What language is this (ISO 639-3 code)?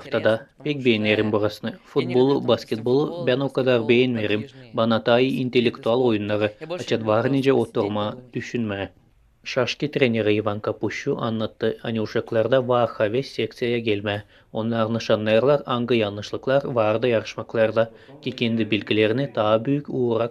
gag